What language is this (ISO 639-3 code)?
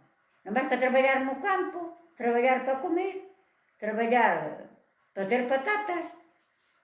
glg